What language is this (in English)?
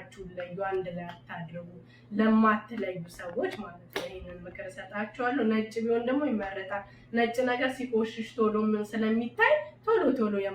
Amharic